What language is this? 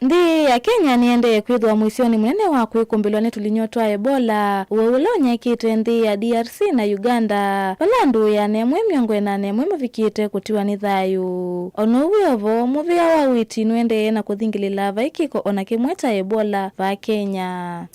Kamba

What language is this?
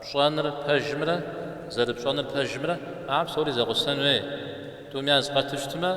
Kabardian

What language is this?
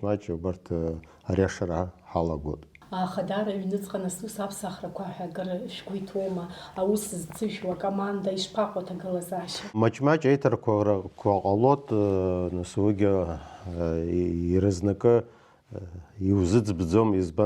Abkhazian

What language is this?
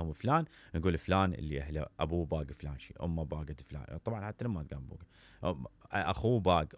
Mesopotamian Arabic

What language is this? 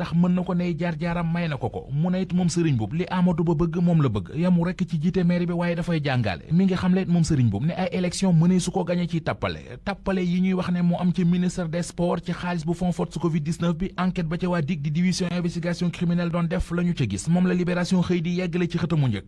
Wolof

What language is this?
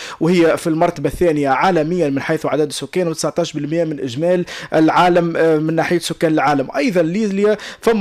Tunisian Arabic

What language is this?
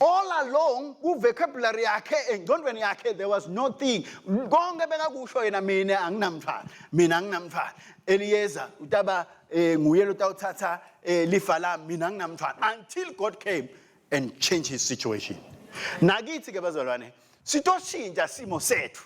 Swati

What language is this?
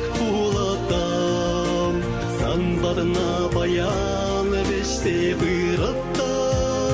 Chuvash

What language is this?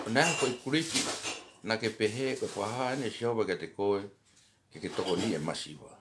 Tongan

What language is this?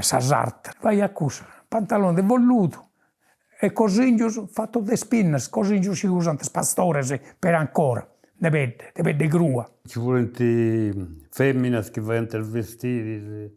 Sardinian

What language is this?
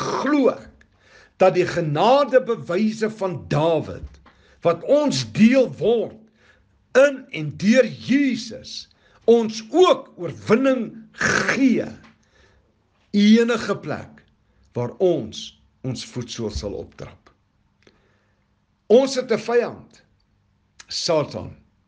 Afrikaans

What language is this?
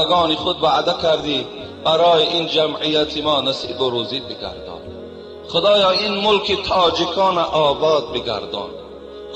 Tajik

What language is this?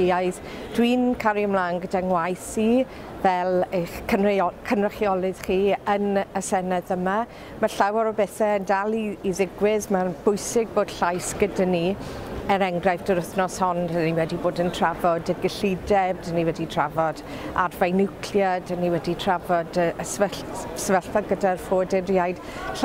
Welsh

